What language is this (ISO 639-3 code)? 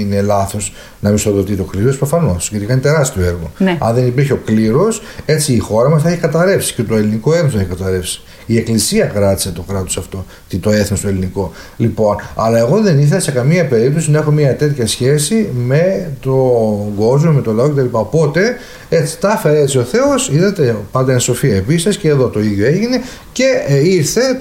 ell